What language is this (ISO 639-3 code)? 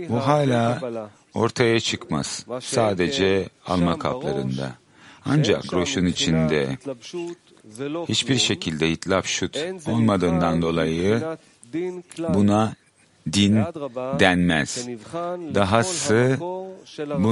tur